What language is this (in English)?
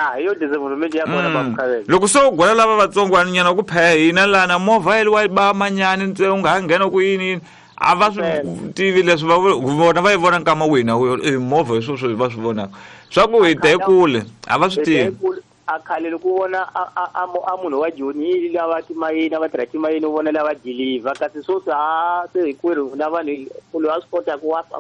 Tsonga